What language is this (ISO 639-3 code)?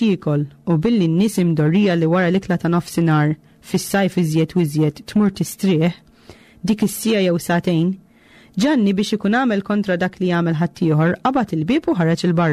mlt